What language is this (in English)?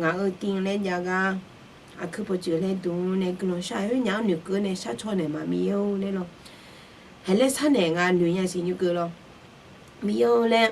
Akha